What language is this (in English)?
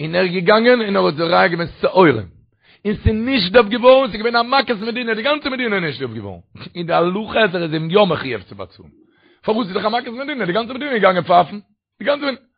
Yiddish